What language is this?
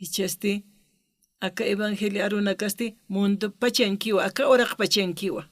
Aymara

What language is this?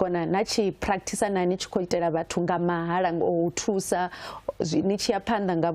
Venda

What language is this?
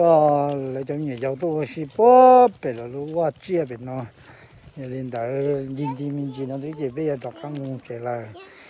Hmong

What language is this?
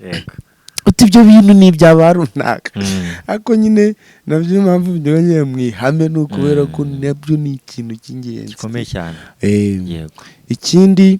Kinyarwanda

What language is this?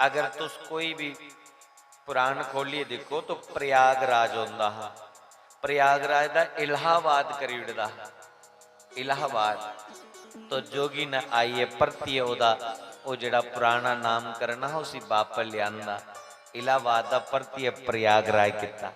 Dogri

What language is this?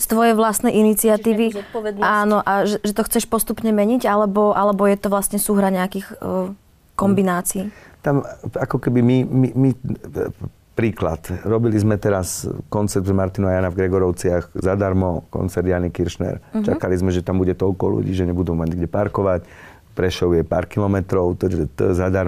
Slovak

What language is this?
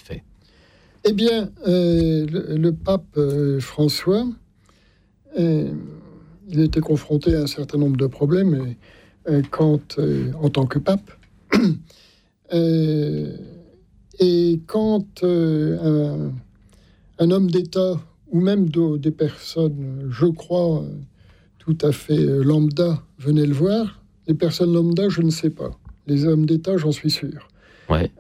French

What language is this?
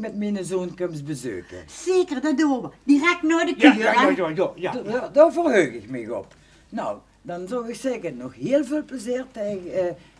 Limburgish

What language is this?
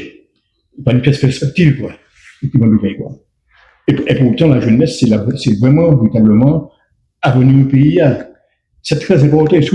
Guadeloupean Creole French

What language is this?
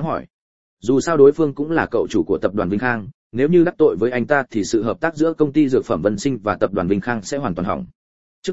Vietnamese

